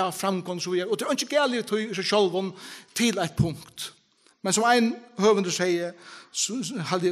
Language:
Faroese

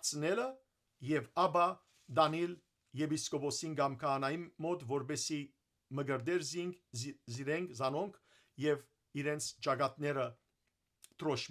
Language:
Western Armenian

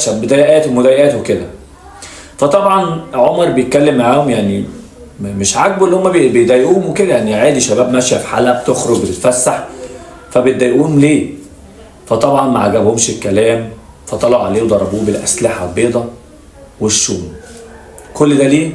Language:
Egyptian Arabic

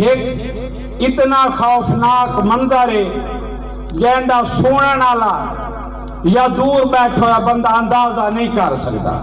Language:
Saraiki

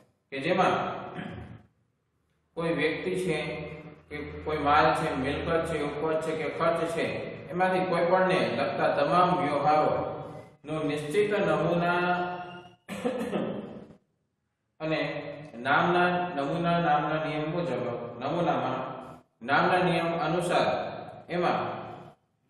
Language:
Gujarati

